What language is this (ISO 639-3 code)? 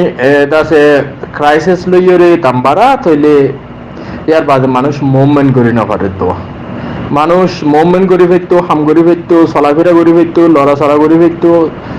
rhg